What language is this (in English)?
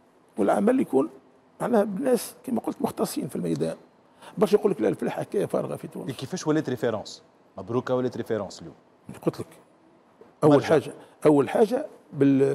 Tunisian Arabic